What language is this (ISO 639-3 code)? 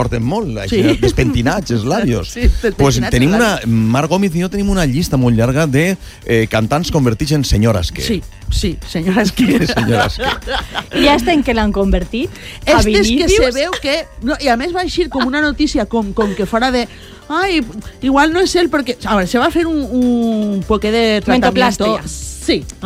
cat